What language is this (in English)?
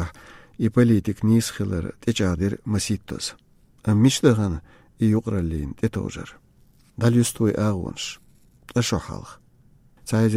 Chechen